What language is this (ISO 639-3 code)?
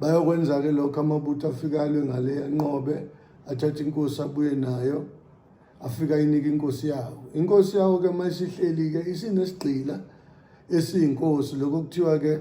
zul